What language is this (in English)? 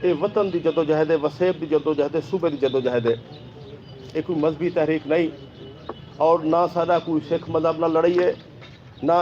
Saraiki